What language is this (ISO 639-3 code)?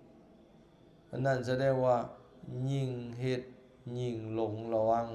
lao